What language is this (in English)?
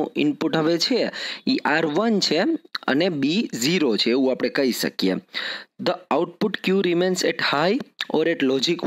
Gujarati